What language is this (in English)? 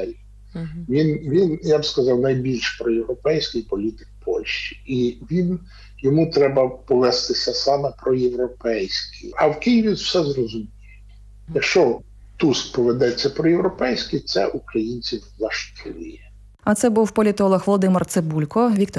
Ukrainian